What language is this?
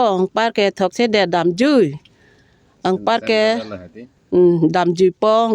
Karbi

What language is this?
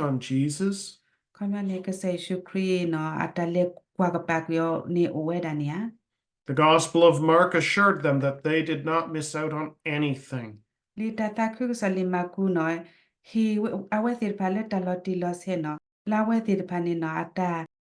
S'gaw Karen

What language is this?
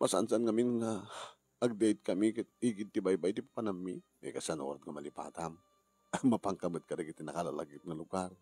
Iloko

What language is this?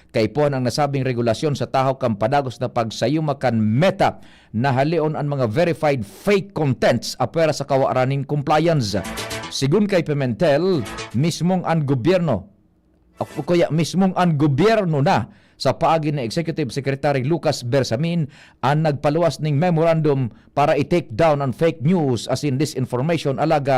Bikol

